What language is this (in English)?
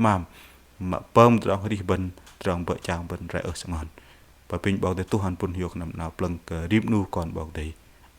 Bahnar